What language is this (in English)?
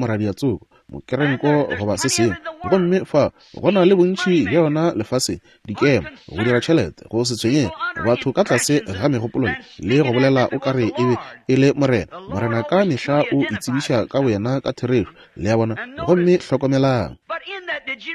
Northern Sotho